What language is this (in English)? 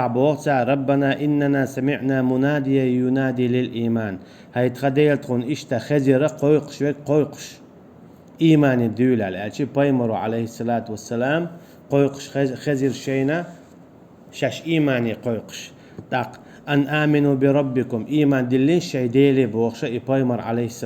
Chechen